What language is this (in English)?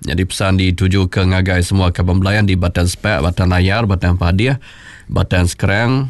Iban